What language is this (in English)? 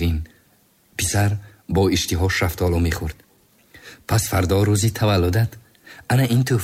Tajik